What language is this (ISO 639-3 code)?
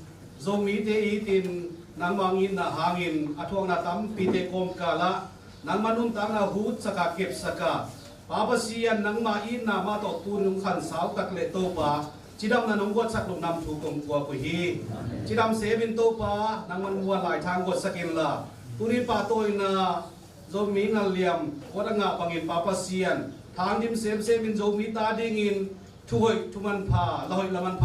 ctd